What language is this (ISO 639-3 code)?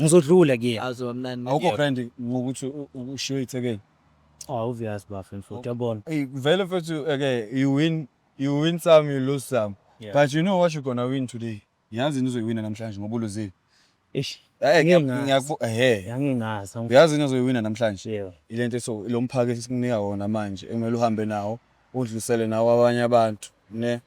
zul